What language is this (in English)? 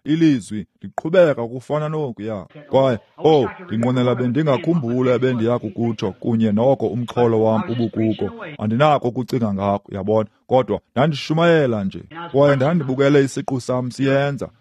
Xhosa